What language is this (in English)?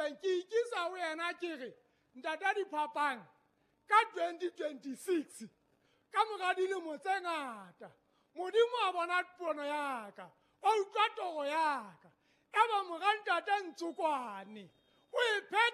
Southern Sotho